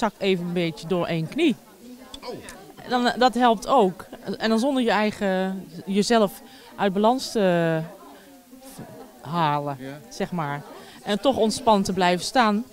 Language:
Dutch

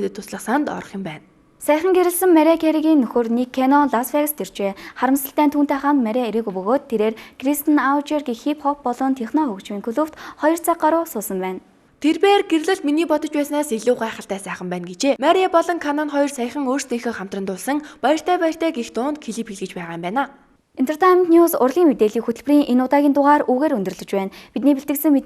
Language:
Mongolian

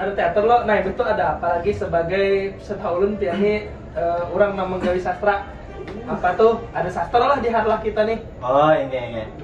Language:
Banjar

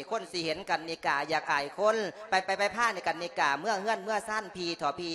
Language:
Lao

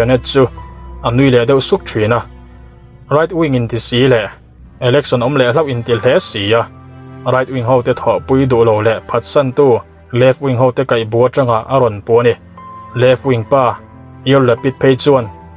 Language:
Mizo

